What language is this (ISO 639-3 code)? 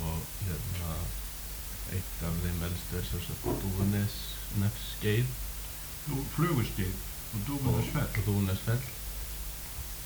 isl